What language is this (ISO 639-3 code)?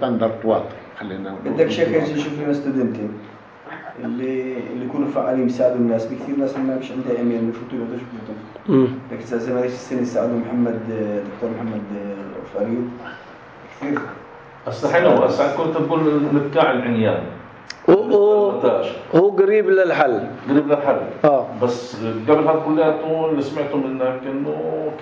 apc